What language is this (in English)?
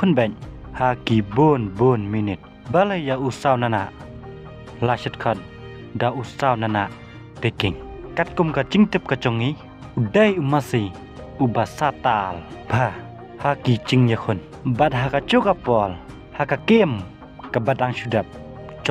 Khasi